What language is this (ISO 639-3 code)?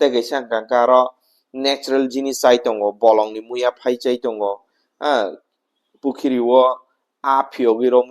trp